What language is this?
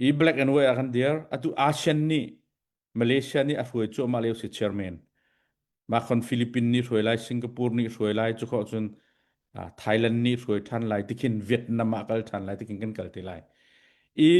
Hakha Chin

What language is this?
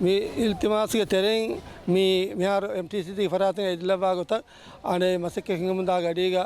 Divehi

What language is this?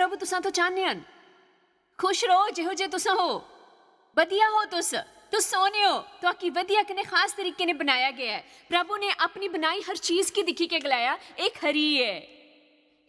Dogri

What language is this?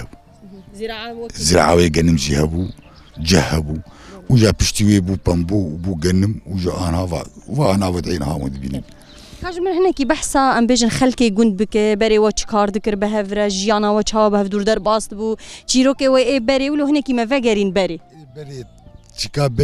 Kurdish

